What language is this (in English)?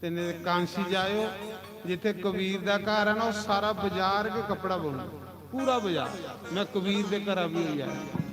Dogri